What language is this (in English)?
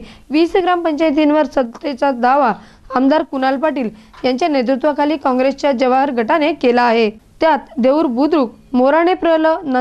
Marathi